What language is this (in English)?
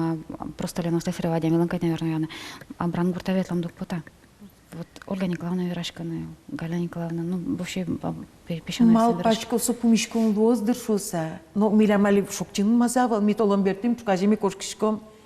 Udmurt